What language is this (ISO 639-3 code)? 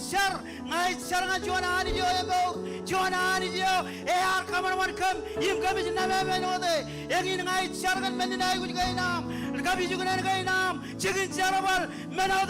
mah